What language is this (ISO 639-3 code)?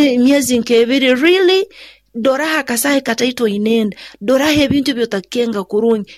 nyo